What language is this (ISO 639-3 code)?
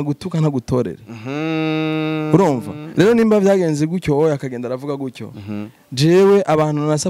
run